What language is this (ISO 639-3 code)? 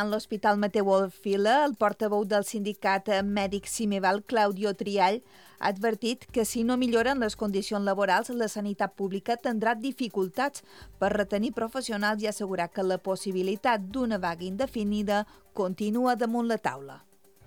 cat